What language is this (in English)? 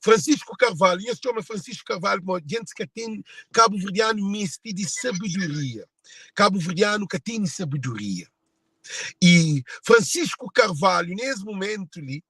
Kabuverdianu